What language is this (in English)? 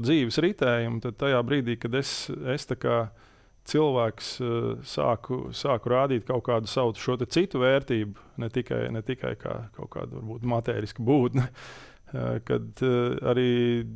Latvian